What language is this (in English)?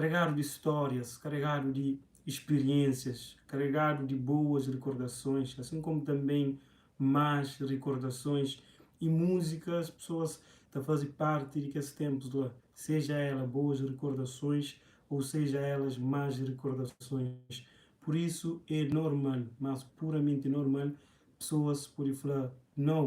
Kabuverdianu